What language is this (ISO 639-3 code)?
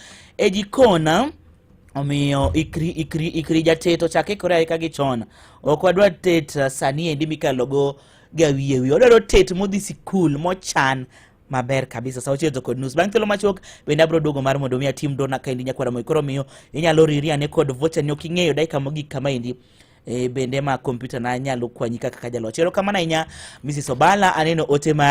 luo